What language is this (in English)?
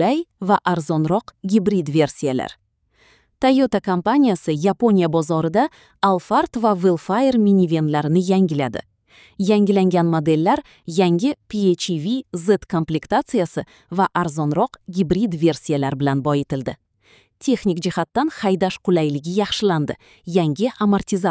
Uzbek